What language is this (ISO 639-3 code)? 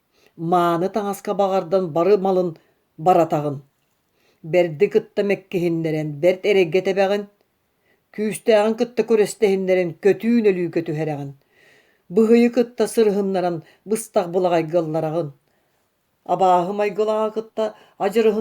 sah